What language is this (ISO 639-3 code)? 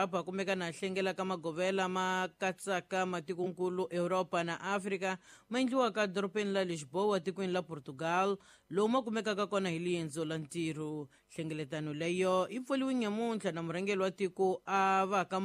tso